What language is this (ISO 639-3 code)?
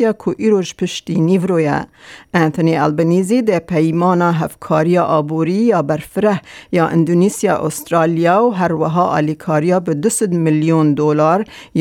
kur